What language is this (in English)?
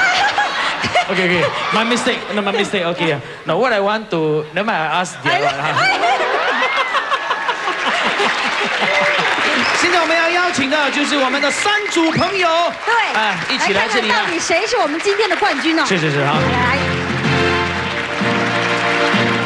Chinese